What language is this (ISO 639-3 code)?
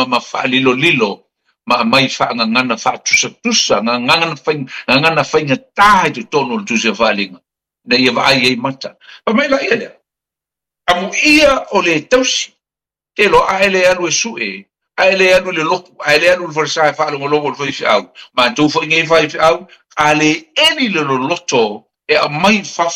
smo